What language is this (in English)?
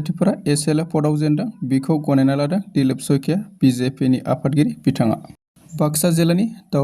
Bodo